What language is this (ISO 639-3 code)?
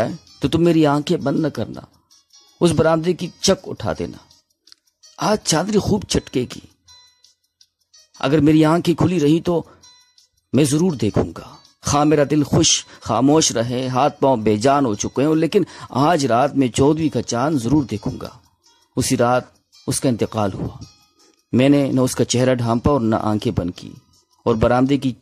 urd